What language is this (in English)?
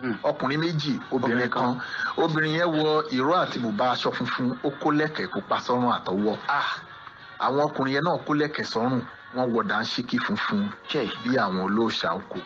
Yoruba